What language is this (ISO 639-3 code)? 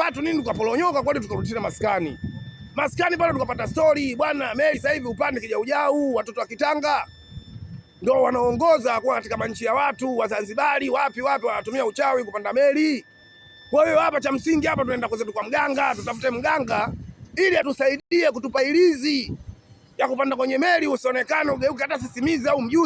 swa